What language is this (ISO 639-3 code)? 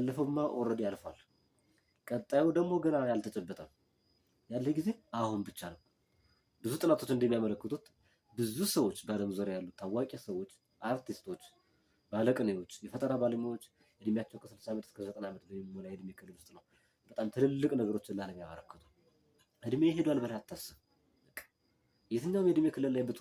amh